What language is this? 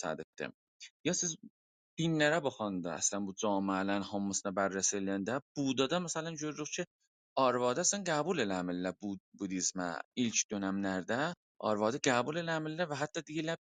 South Azerbaijani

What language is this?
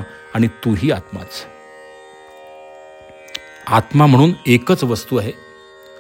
Marathi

